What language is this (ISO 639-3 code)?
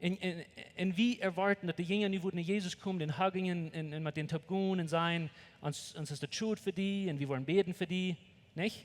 pdt